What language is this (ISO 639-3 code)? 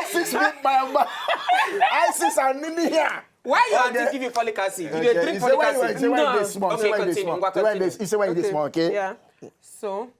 pcm